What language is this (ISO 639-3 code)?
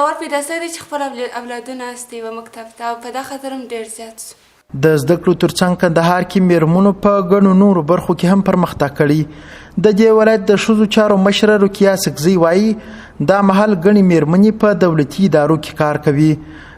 pus